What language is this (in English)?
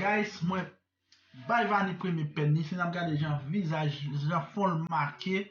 Haitian Creole